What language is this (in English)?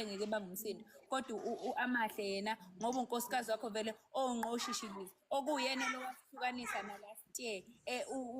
Zulu